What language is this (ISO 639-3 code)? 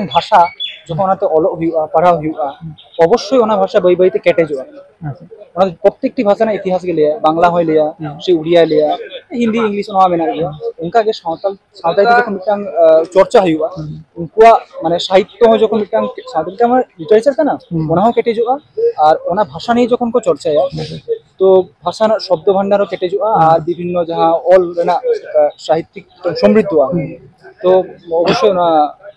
sat